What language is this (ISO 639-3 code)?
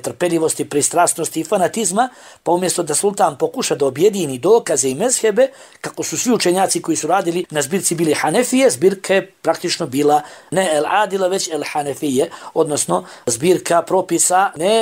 bos